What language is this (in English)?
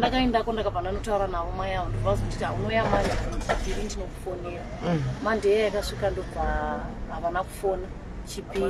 Shona